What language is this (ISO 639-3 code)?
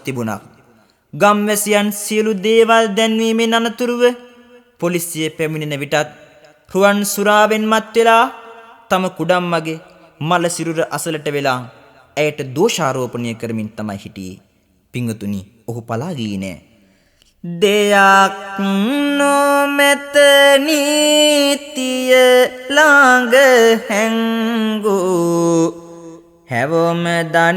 sin